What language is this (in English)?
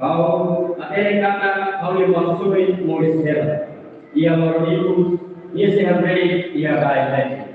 Tetum